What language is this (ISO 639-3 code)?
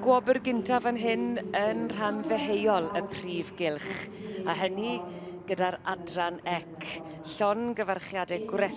cym